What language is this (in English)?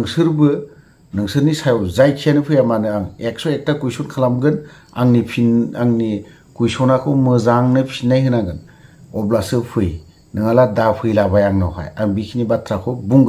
Bodo